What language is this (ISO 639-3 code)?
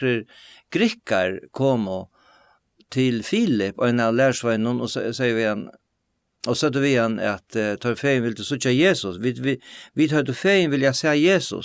fao